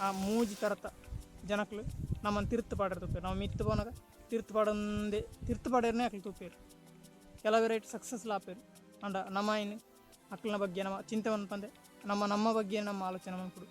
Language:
Tulu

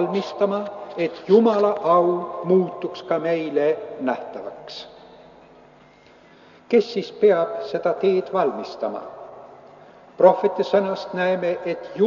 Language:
Estonian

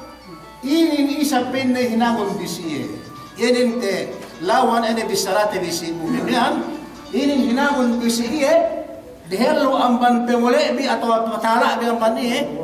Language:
Yakan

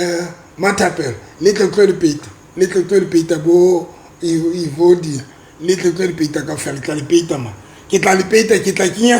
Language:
Southern Sotho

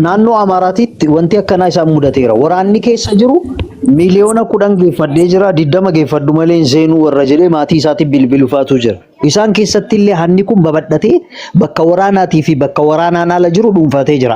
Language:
Oromo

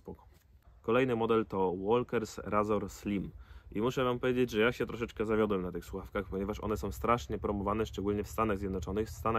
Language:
Polish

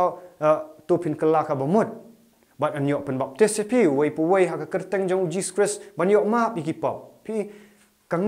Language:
Khasi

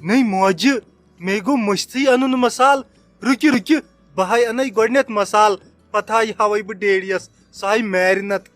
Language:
Kashmiri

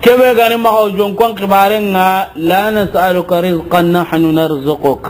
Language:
Soninke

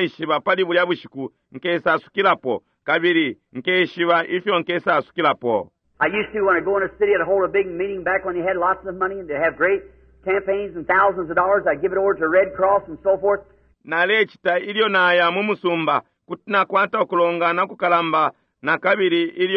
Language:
Bemba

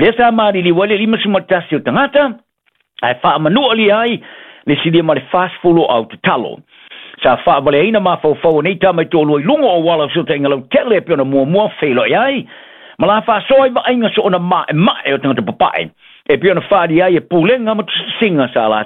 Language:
Samoan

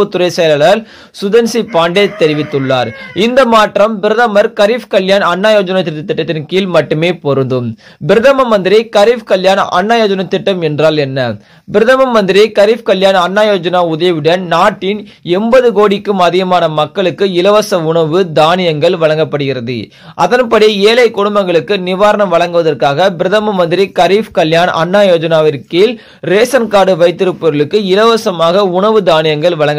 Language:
Tamil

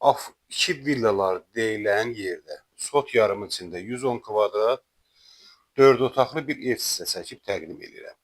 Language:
Azerbaijani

